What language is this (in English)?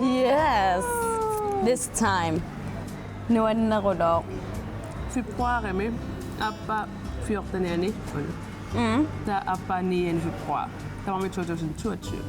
Kalaallisut